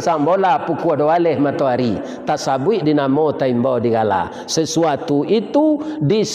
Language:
Minangkabau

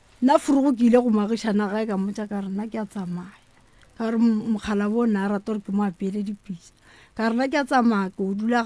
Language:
Northern Sotho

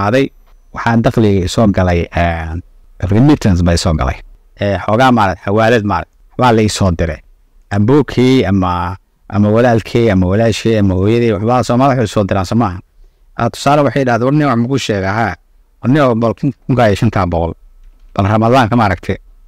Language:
Somali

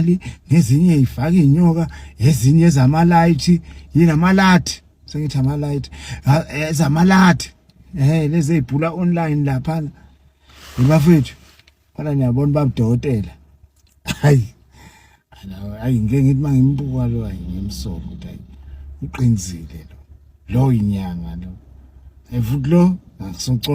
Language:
Zulu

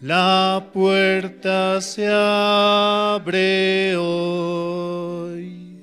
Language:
South Bolivian Quechua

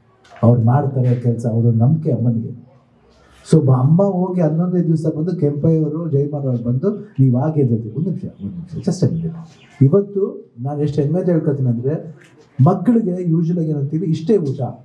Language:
Kannada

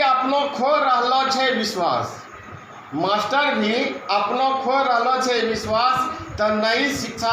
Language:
Angika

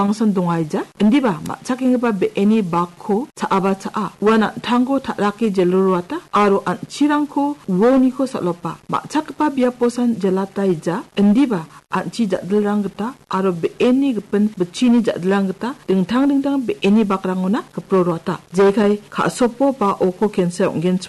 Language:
Garo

